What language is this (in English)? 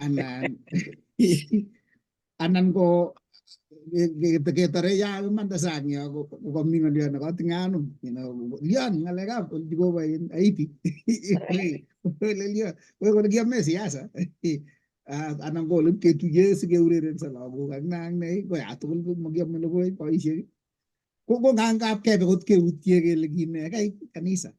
Kalenjin